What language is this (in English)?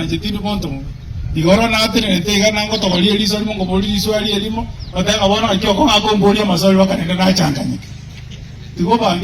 Gusii